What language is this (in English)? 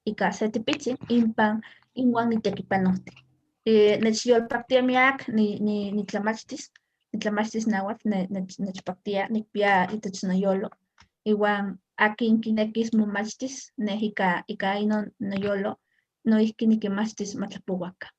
Eastern Huasteca Nahuatl